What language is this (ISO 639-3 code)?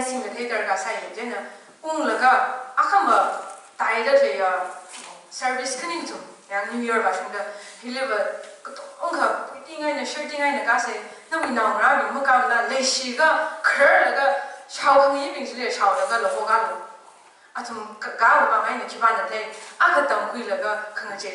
nmf